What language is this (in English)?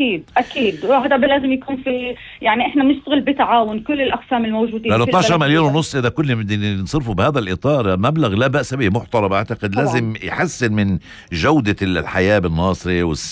North Levantine Arabic